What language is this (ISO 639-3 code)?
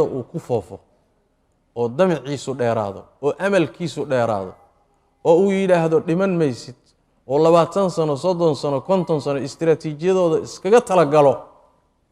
som